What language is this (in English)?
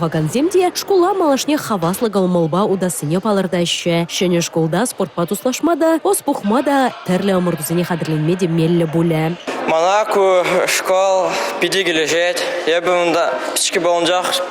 Chuvash